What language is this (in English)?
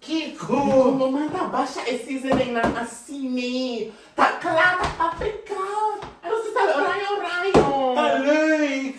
Papiamento